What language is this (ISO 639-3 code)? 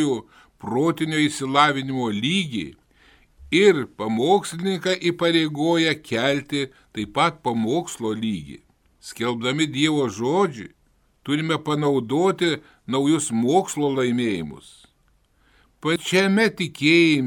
lit